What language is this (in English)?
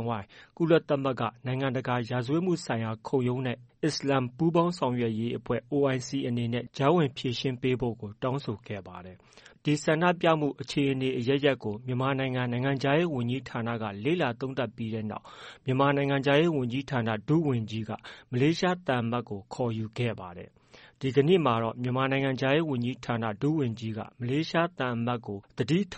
Burmese